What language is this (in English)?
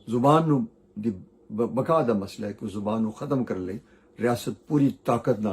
Western Panjabi